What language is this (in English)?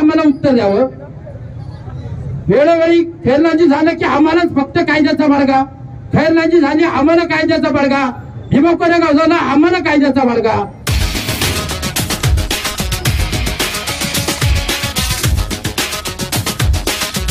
Marathi